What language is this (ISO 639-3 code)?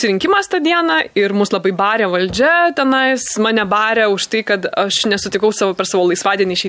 lit